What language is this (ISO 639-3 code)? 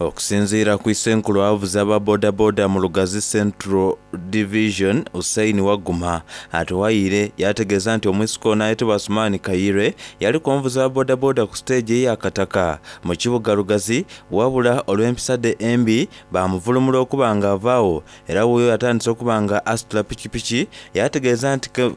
xog